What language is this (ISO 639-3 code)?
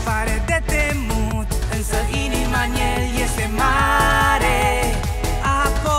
ron